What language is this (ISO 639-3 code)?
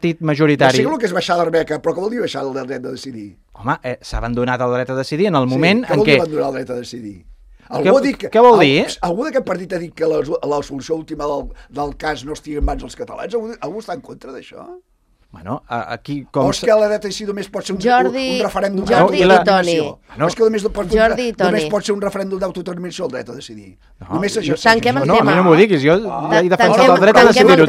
cat